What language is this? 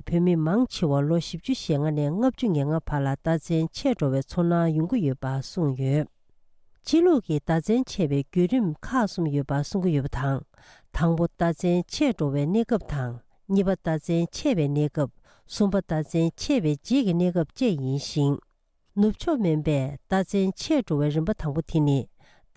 Tibetan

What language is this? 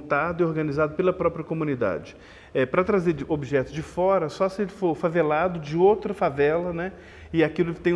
Portuguese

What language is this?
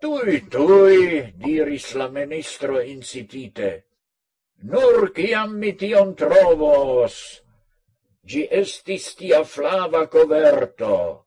Esperanto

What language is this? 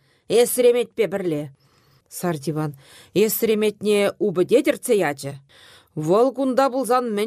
Chuvash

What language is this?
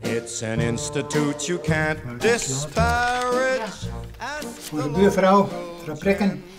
Western Frisian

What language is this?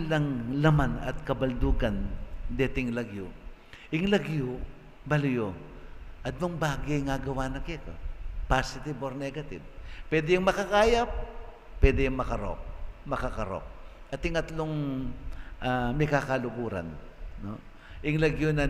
Pampanga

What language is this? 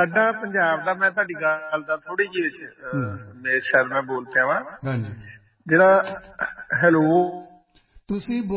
Punjabi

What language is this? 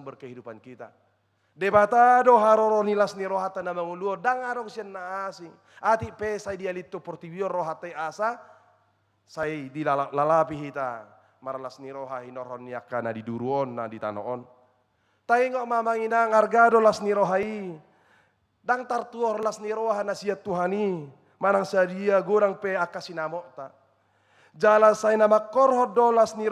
Batak Toba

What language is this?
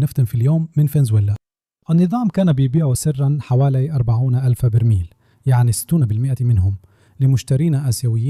Egyptian Arabic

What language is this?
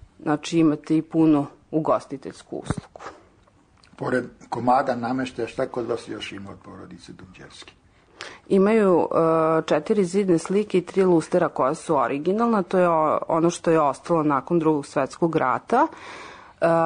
Serbian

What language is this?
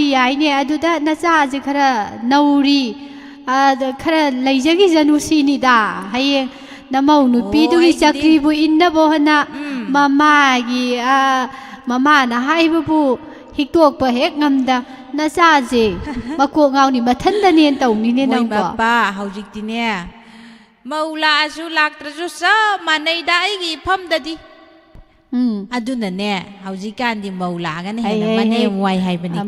Manipuri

